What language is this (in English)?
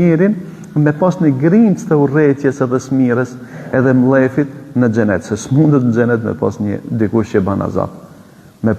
Albanian